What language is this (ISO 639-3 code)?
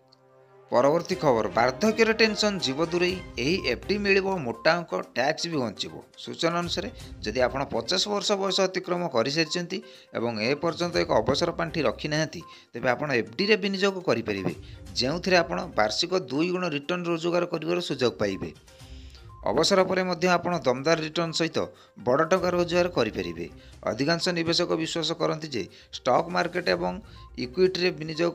ori